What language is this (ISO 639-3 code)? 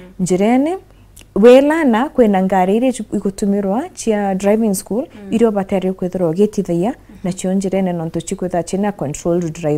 mer